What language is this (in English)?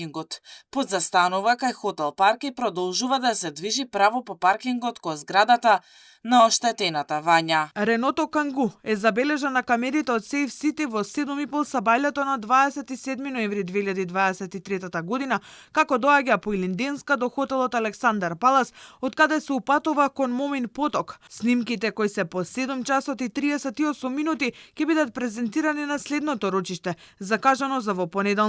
Macedonian